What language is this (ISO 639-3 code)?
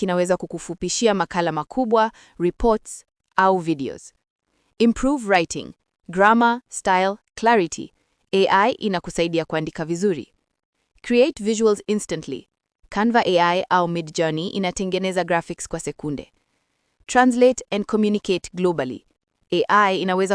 swa